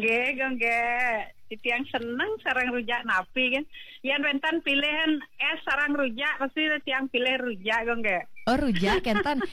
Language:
Balinese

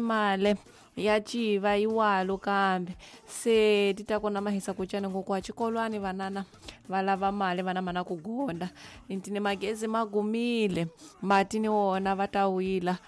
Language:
Tsonga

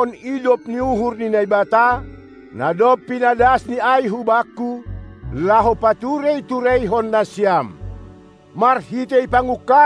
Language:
Batak Simalungun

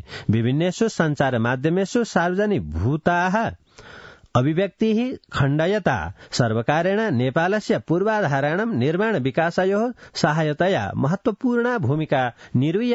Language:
Sanskrit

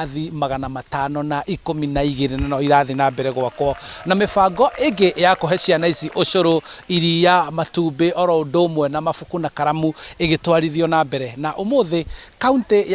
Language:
Kikuyu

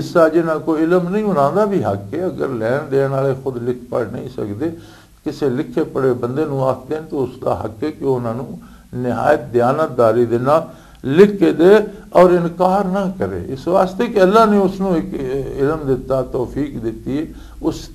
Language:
Western Panjabi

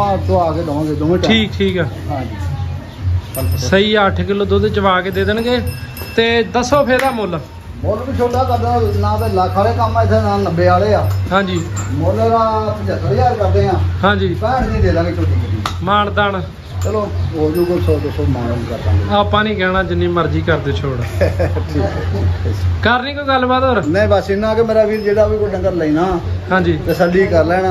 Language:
Punjabi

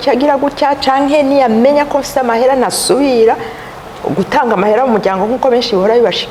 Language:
Rundi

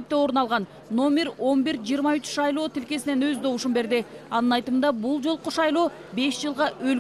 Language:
Kyrgyz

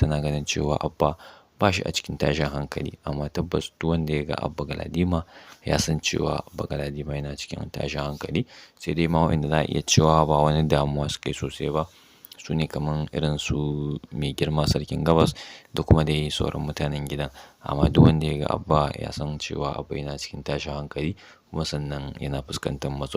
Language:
Hausa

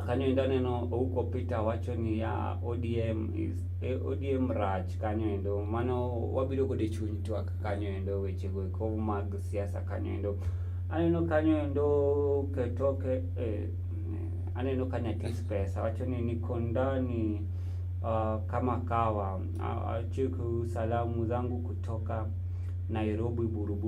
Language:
Luo (Kenya and Tanzania)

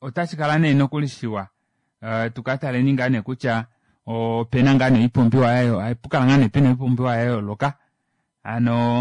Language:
Kuanyama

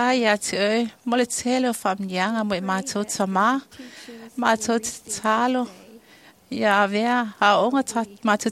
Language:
Samoan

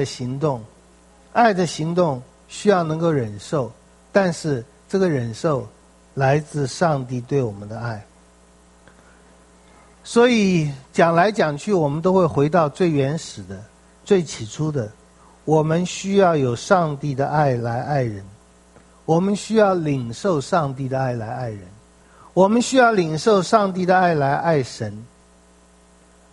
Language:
Chinese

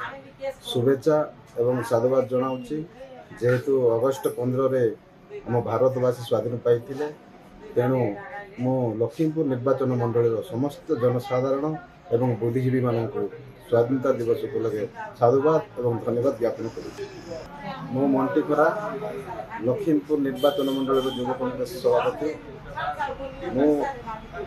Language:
Odia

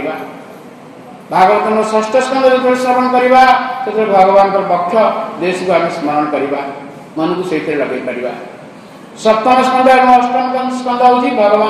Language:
Odia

